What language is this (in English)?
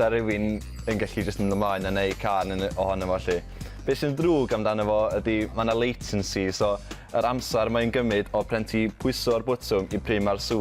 Welsh